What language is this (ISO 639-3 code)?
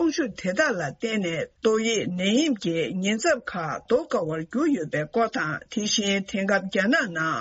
bod